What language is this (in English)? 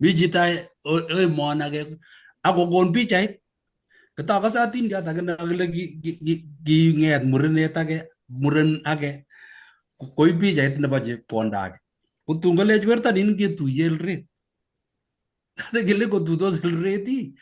Kalenjin